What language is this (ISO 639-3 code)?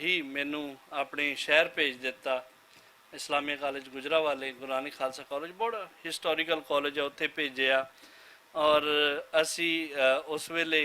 lah